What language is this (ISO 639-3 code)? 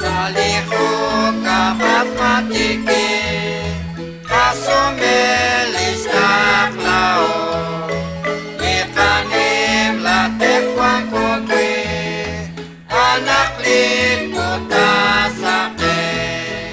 kek